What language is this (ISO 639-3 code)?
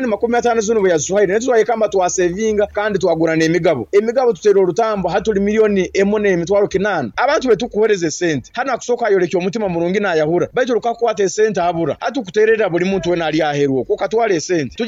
nyn